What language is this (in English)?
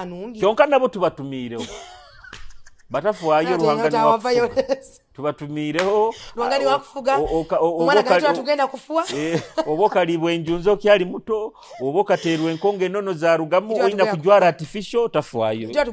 Nyoro